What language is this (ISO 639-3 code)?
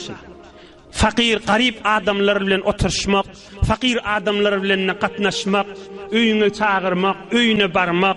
tuk